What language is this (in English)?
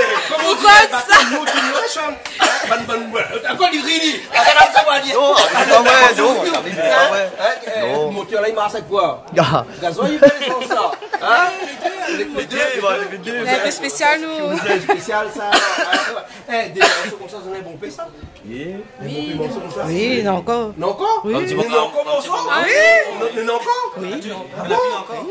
Réunion Creole French